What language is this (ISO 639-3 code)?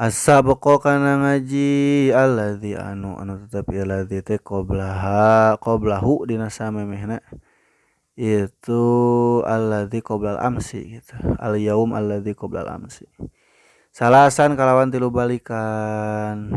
sun